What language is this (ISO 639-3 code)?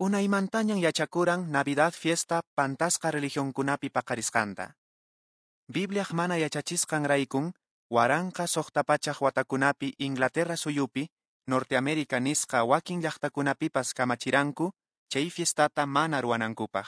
que